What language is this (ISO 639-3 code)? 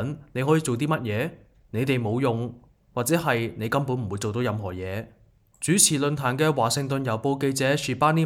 yue